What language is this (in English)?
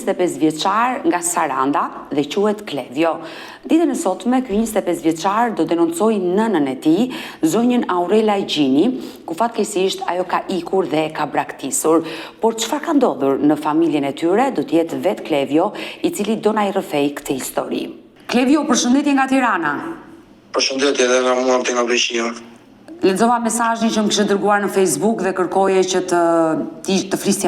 Albanian